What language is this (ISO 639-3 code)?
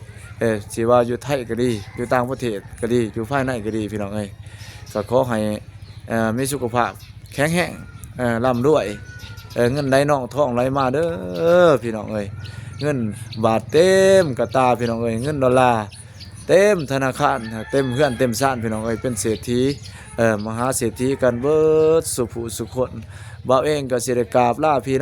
lao